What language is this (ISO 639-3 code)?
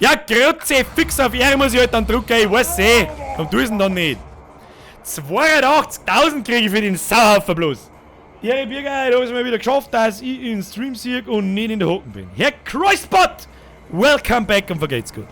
bar